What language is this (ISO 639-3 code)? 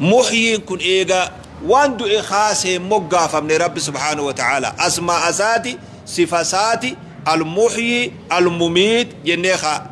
orm